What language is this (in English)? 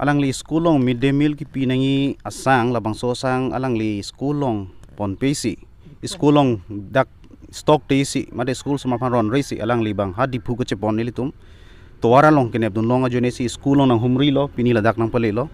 Karbi